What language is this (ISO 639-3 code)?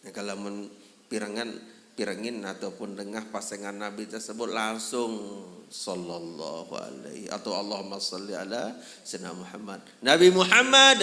sas